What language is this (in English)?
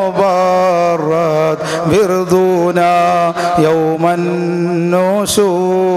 Malayalam